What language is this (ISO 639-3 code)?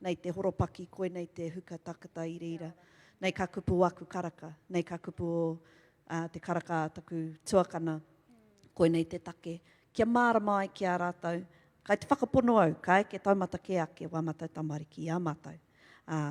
mri